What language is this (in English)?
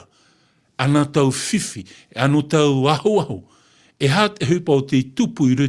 Tahitian